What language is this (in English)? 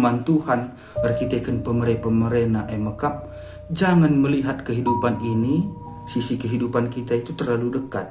Batak Karo